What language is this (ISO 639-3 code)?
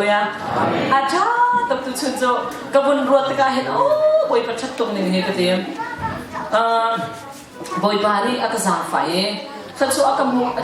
cnh